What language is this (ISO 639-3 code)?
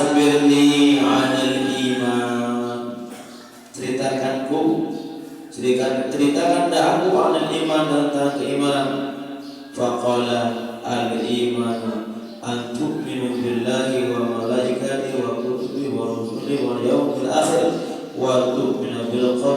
sas